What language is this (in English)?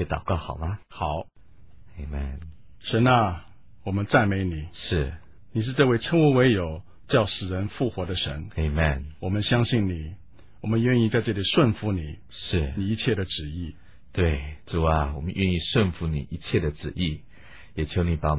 Chinese